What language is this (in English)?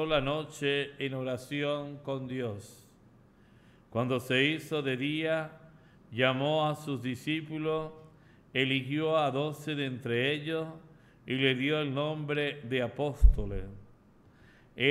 Spanish